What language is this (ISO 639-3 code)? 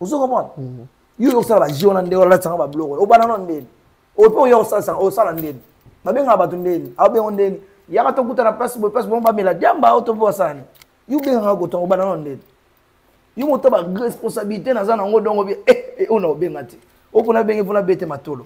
lin